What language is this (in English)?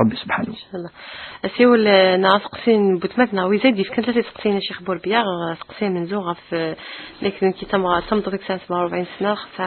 Kabyle